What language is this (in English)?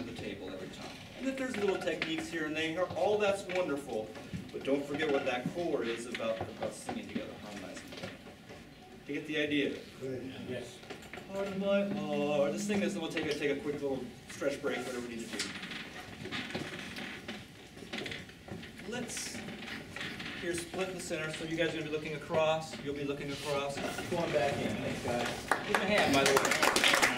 English